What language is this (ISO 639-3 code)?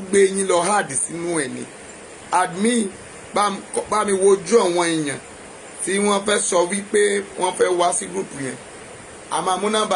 yor